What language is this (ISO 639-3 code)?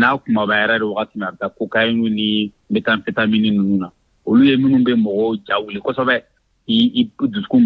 bam